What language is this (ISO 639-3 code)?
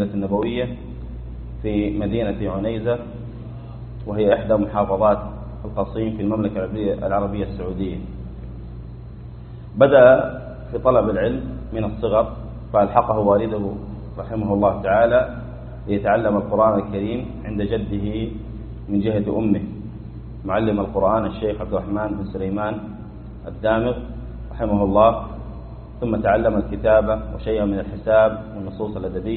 ara